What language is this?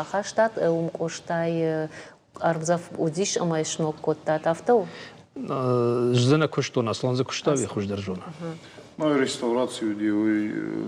Ossetic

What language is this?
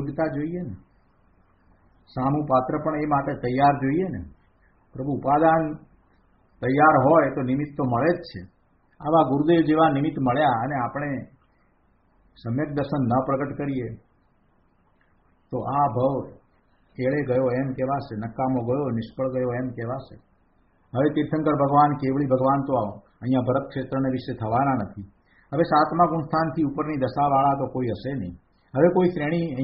Gujarati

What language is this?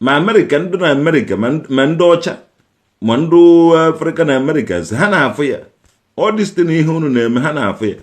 Igbo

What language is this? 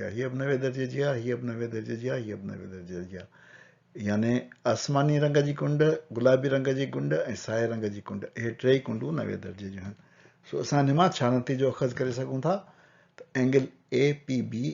Sindhi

